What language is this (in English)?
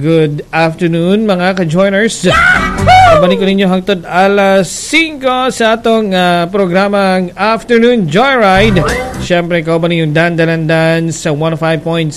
Cebuano